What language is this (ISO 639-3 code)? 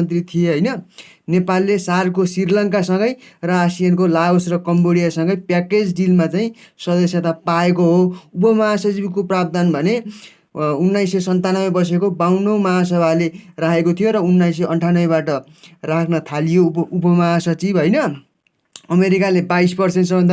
nep